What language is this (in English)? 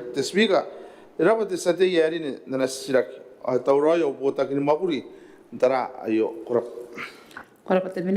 Gilbertese